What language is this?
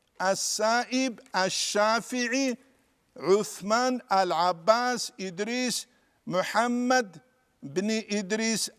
Avaric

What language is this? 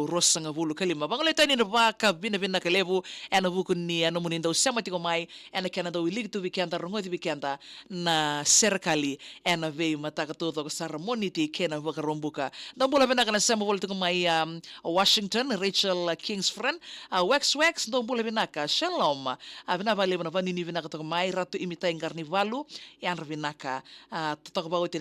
Fijian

